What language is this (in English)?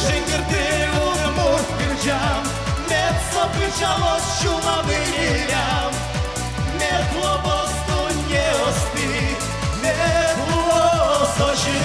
Udmurt